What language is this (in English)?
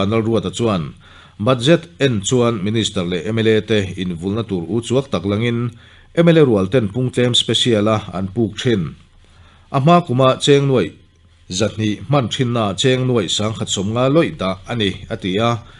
Mizo